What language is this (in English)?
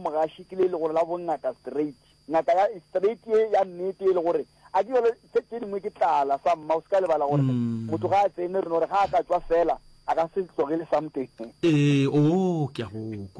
Northern Sotho